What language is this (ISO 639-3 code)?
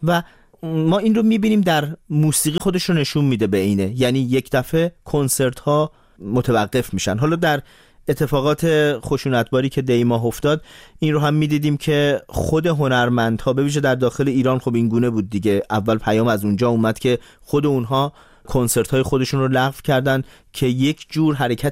fas